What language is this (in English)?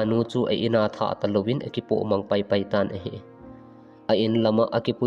Thado Chin